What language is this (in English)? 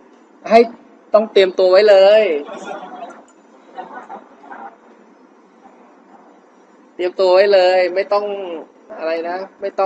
Thai